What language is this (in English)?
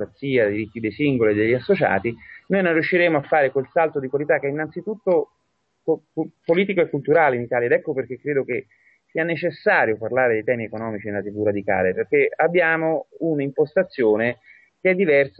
Italian